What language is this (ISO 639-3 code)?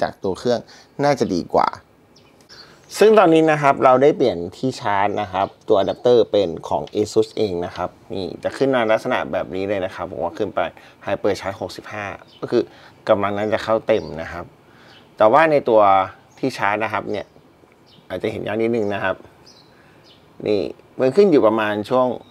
tha